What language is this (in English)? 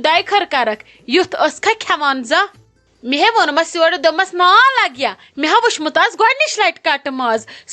Kashmiri